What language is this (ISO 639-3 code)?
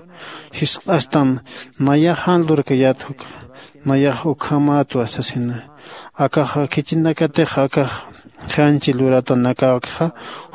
aym